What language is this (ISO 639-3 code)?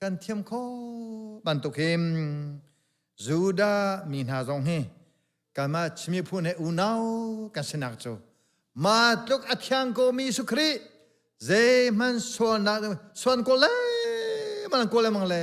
cnh